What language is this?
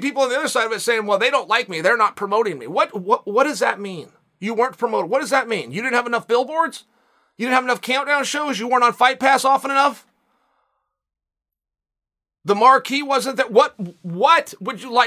English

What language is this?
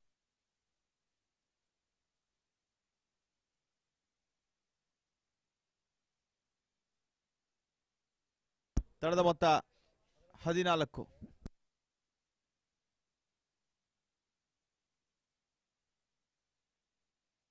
Kannada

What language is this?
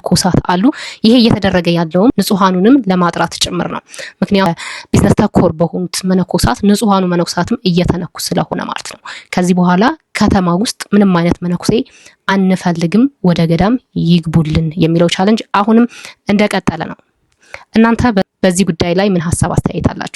Amharic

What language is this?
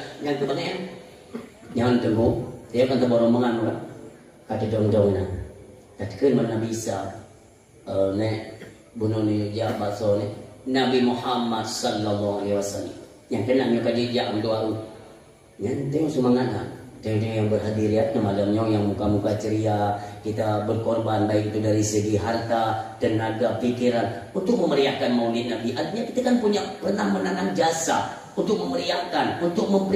Achinese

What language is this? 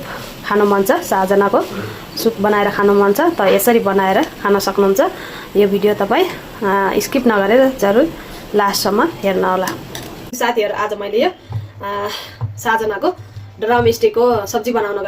Nepali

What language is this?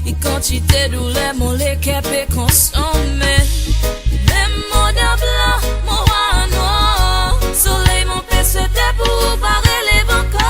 Morisyen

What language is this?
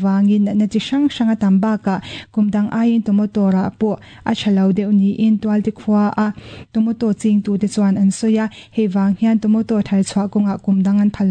Mizo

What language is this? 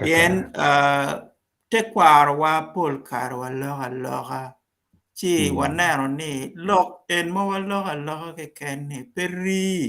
Acoli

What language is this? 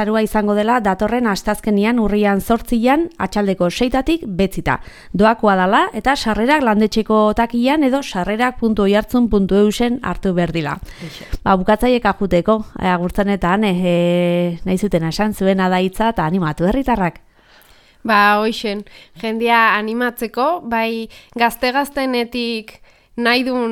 Basque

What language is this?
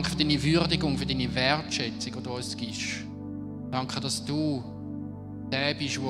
Swiss German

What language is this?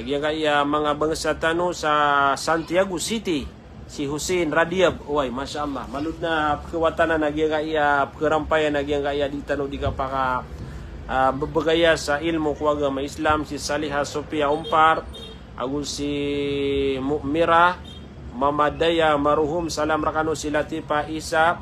Maranao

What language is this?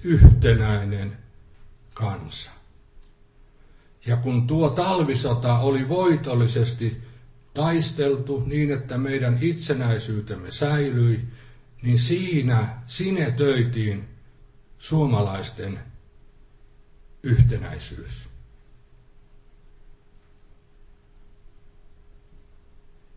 Finnish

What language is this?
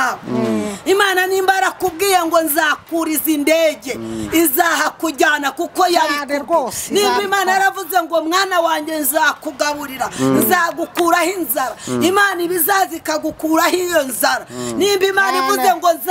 Kinyarwanda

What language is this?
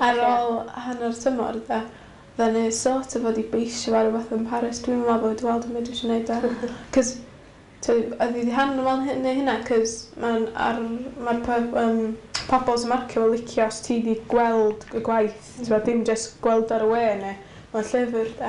Welsh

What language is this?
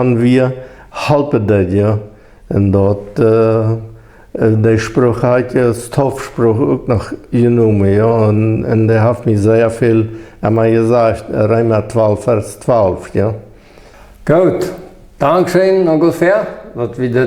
Plautdietsch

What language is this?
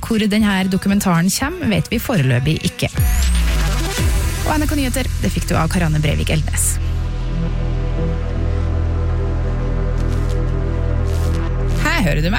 Norwegian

